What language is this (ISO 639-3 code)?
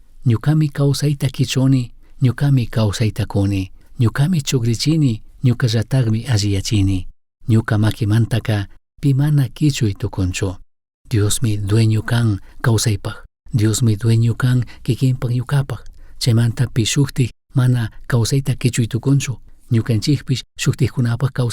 qug